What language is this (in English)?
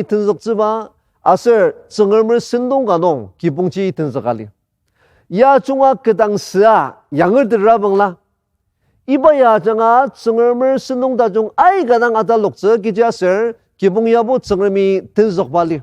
Ao Naga